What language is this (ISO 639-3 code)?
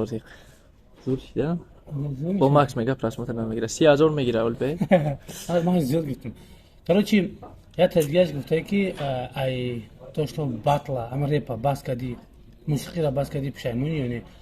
tgk